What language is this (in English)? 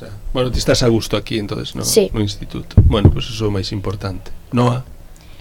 Galician